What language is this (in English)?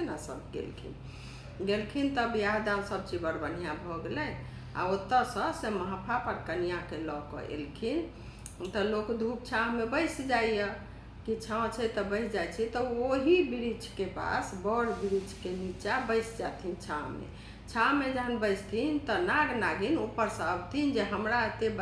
Maithili